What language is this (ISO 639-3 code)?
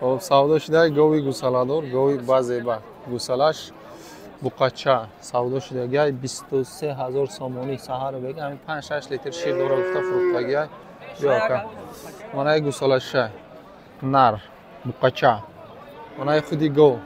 tgk